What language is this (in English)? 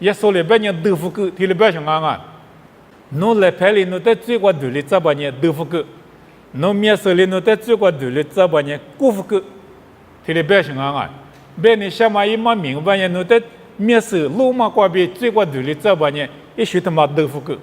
Lisu